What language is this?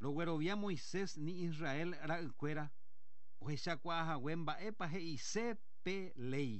Guarani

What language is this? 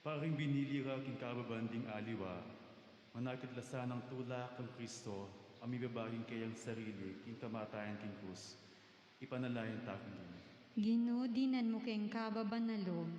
Pampanga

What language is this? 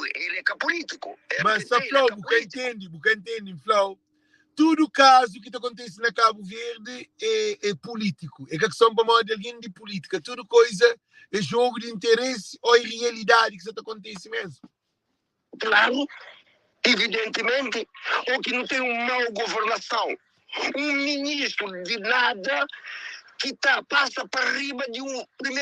Kabuverdianu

